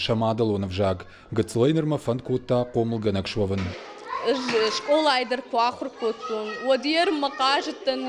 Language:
Ossetic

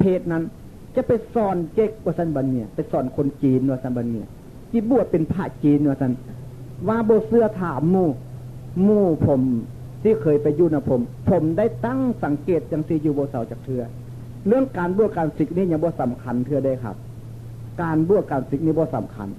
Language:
Northeastern Thai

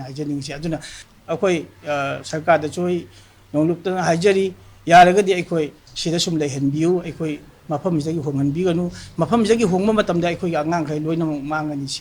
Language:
Manipuri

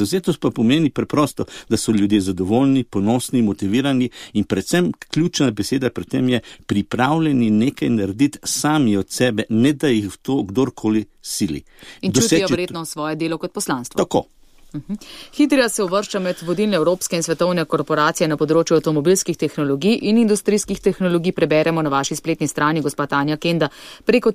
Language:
Slovenian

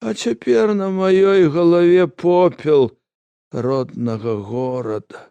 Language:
Belarusian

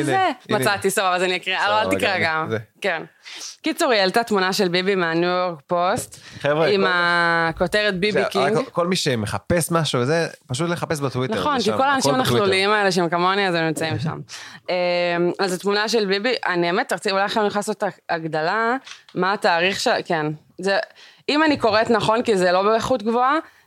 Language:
Hebrew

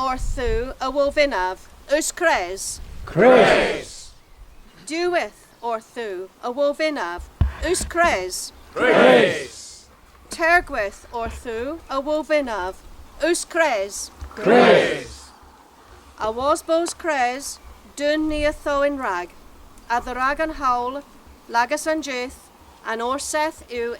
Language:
Cornish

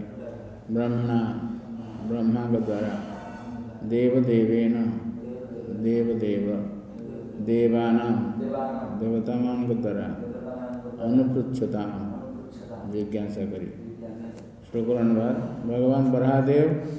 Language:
Odia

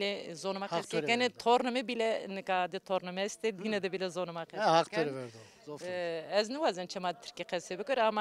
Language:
Zaza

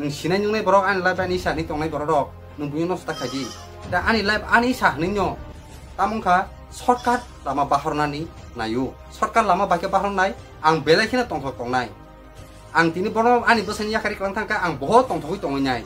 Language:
Kok Borok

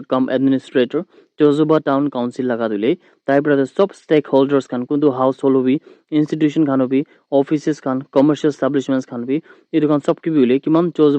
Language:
Naga Pidgin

